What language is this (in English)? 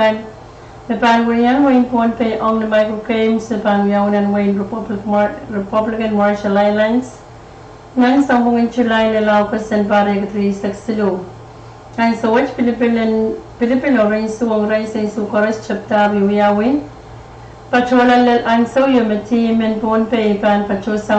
Pohnpeian